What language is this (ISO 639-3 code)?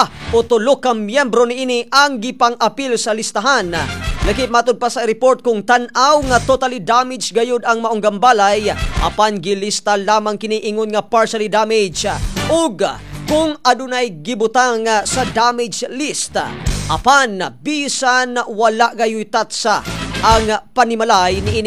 ceb